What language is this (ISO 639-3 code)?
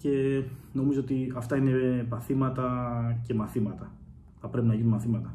ell